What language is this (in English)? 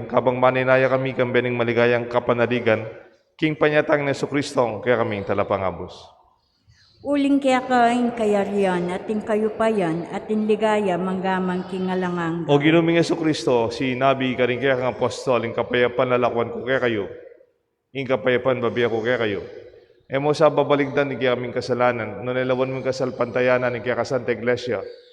Pampanga